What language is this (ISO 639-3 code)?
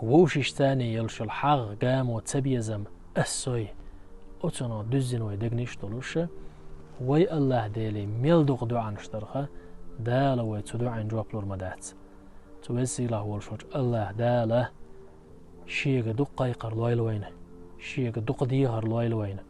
che